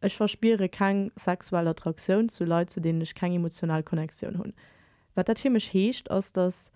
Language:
Luxembourgish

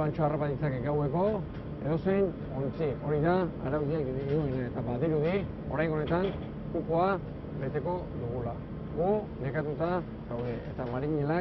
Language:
Basque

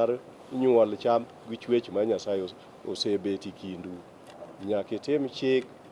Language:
Luo (Kenya and Tanzania)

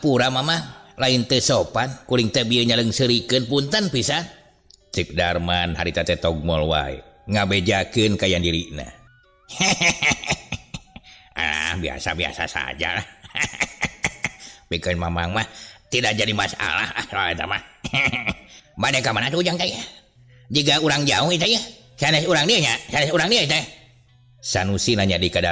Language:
Sundanese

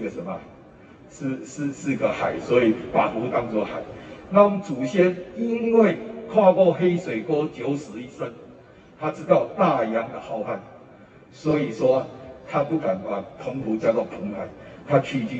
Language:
Chinese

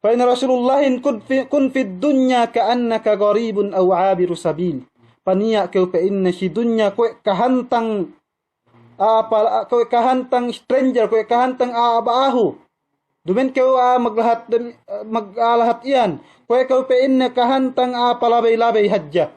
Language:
Yakan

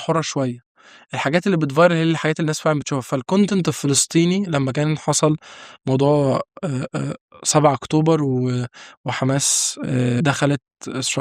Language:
Egyptian Arabic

